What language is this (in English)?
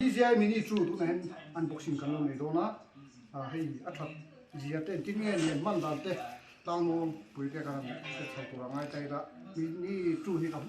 Mizo